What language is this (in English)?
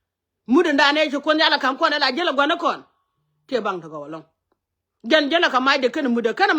Nuer